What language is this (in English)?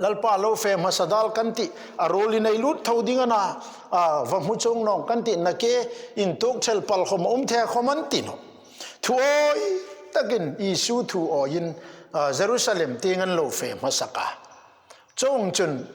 Hmar